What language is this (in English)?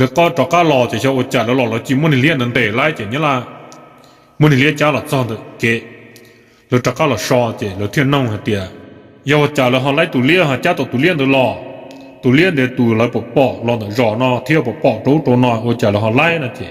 Hmong